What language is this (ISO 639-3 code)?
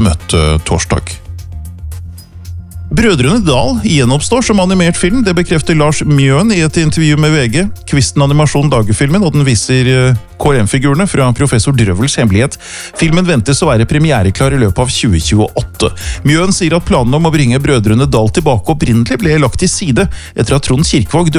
nor